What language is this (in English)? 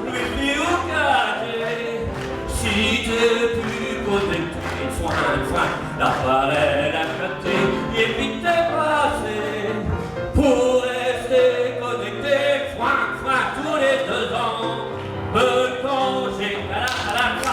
Picard